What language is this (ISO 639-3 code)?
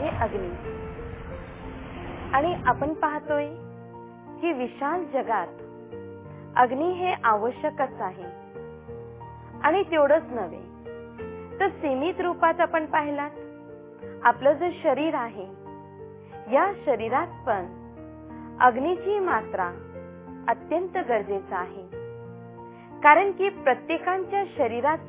mar